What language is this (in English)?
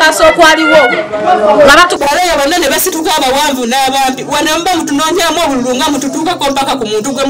Ganda